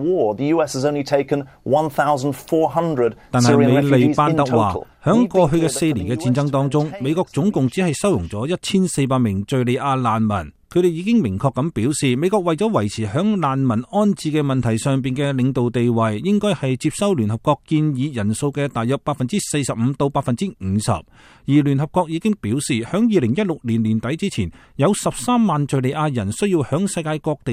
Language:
Cantonese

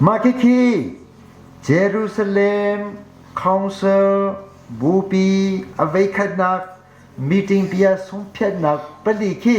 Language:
Hakha Chin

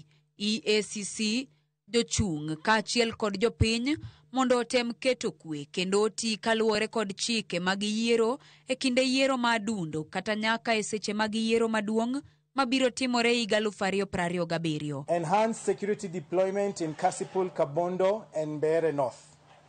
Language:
Luo (Kenya and Tanzania)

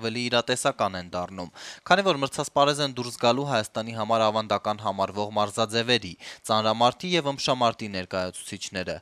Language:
Armenian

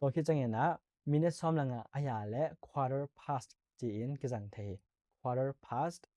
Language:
Tedim Chin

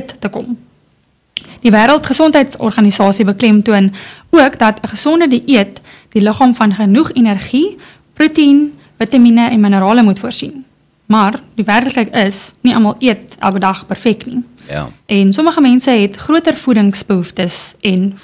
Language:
Afrikaans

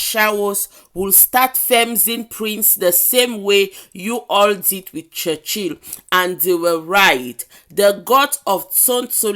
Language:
Nigerian Pidgin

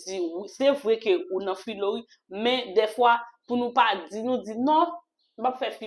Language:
Haitian Creole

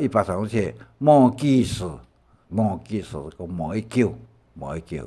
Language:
Hakka Chinese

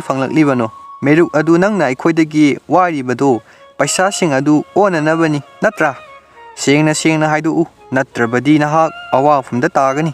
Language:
Manipuri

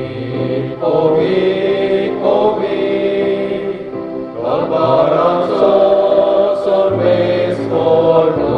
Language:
Konkani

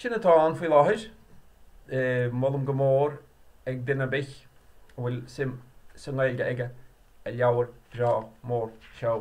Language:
Irish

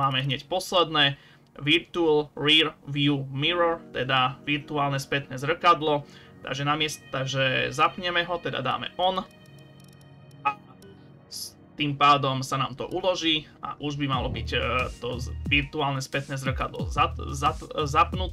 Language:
Slovak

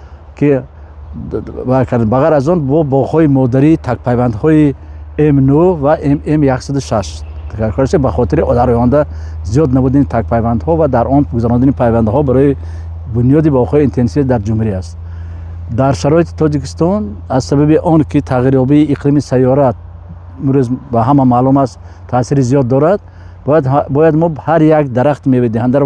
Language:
Tajik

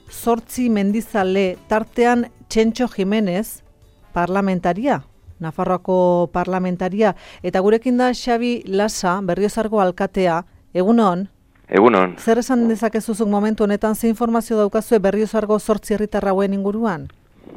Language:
Basque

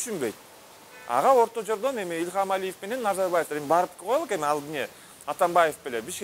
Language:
Kyrgyz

